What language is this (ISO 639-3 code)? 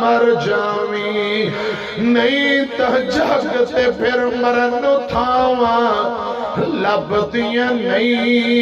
lah